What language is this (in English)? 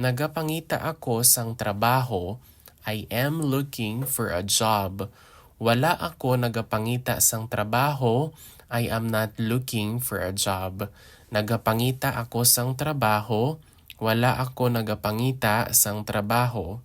Hiligaynon